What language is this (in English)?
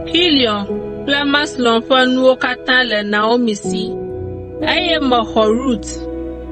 Ewe